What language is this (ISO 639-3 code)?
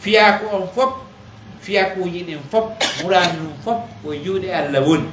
fuf